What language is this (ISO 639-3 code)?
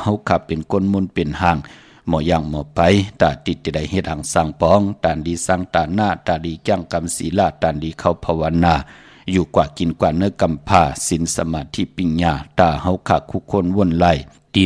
shn